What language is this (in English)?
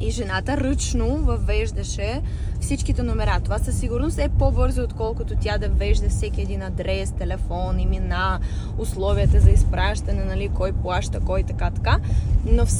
Bulgarian